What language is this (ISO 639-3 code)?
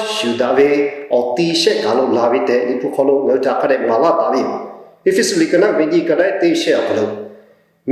lhu